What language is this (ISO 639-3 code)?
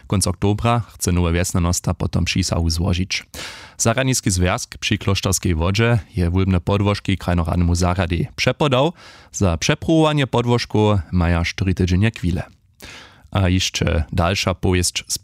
hsb